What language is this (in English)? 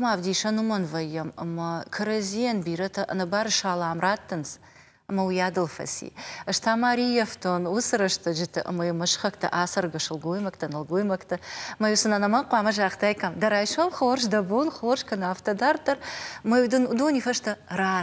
Ossetic